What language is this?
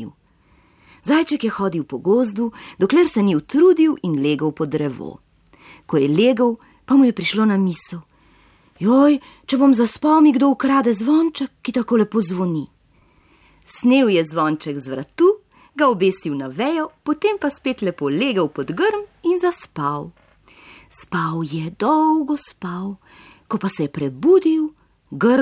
Slovenian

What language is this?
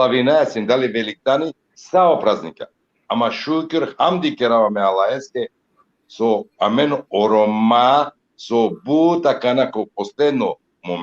Balkan Romani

